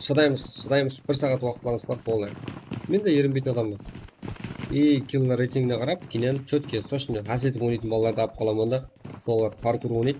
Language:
Kara-Kalpak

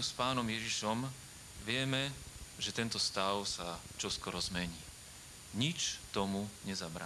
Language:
Slovak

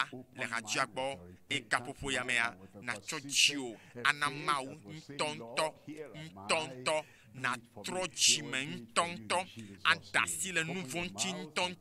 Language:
Ewe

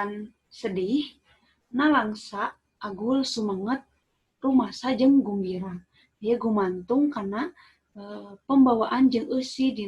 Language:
Sundanese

